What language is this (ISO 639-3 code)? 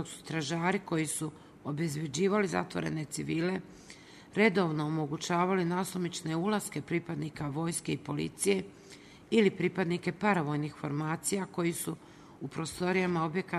srp